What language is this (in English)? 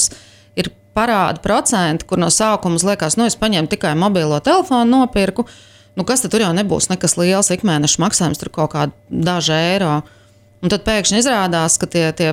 Latvian